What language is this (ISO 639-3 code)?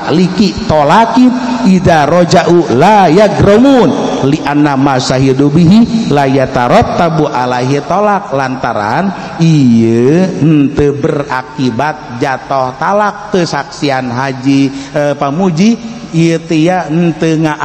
sun